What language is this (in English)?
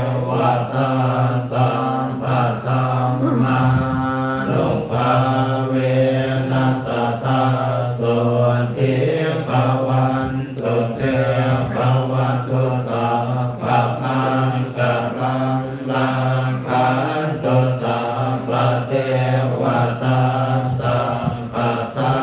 Pali